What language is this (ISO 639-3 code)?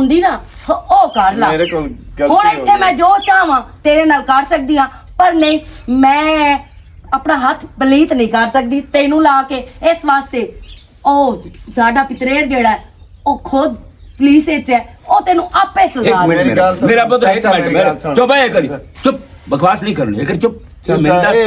lah